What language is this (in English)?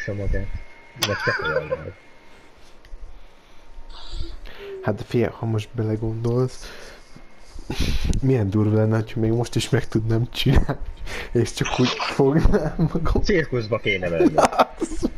Hungarian